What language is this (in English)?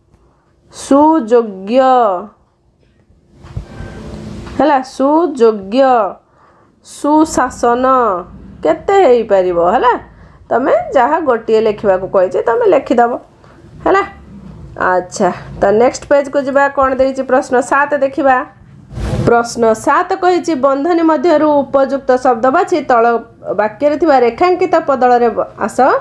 Odia